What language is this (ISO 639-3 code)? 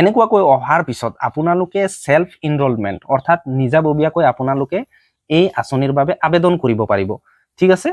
asm